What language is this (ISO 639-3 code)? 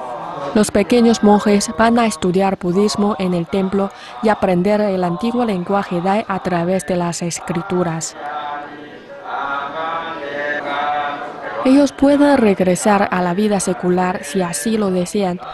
spa